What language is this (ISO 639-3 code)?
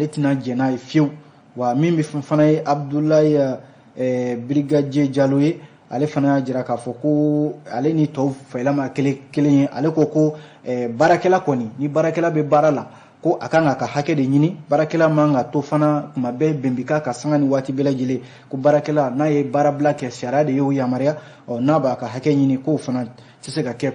bam